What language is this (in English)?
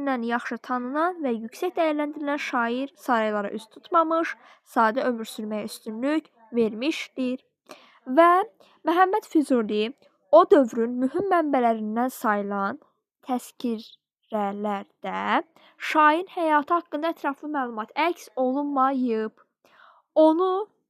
Azerbaijani